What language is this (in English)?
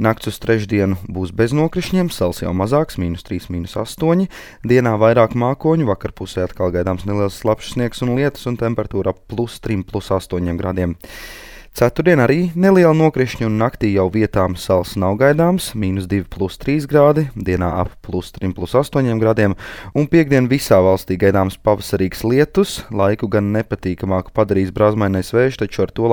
Latvian